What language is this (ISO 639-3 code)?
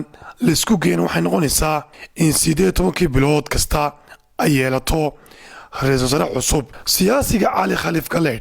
som